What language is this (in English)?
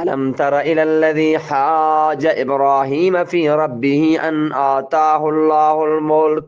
Eastern Balochi